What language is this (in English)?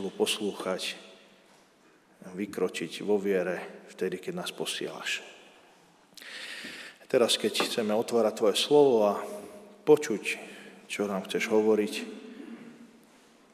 Slovak